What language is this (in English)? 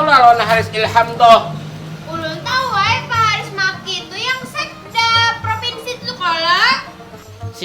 Banjar